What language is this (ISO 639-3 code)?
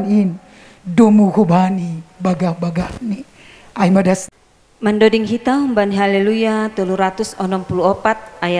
bts